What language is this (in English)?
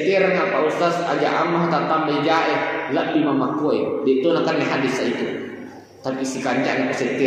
Buginese